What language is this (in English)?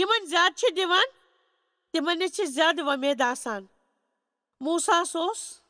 Kashmiri